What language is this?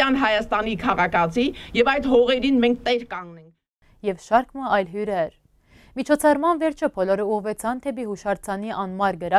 Western Armenian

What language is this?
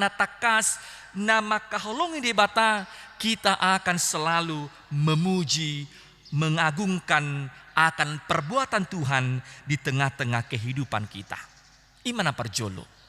Batak Toba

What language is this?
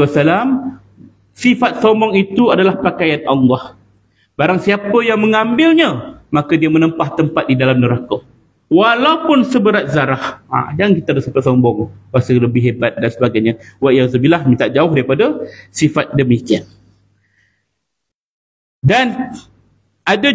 Malay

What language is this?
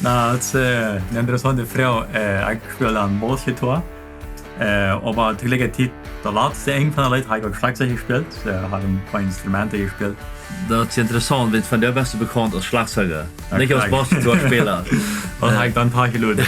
Plautdietsch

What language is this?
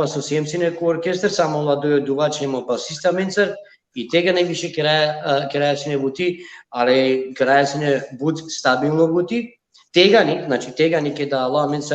Balkan Romani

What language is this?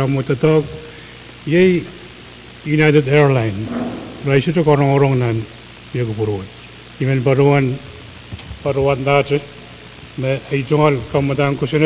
Pohnpeian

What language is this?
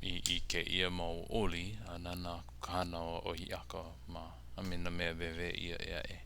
Hawaiian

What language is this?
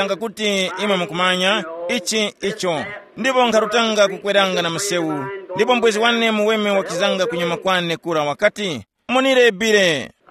Tumbuka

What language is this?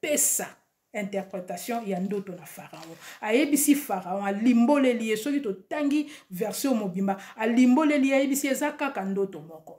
Lingala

